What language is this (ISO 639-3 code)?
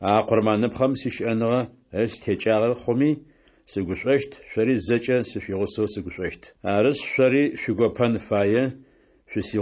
ady